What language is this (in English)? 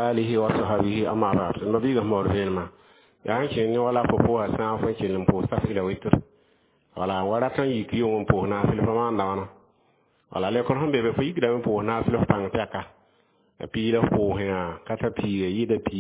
Mossi